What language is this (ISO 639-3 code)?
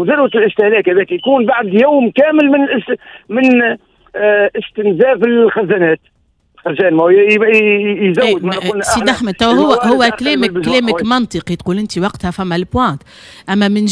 aeb